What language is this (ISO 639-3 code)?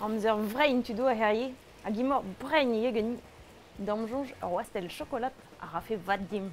bre